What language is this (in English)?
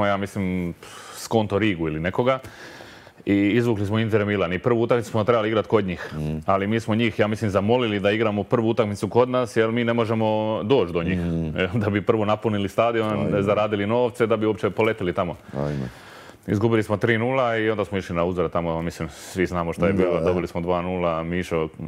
Croatian